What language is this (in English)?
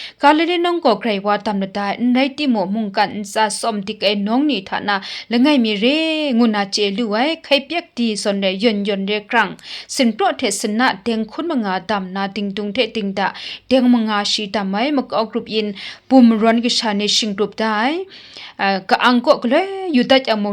Kachin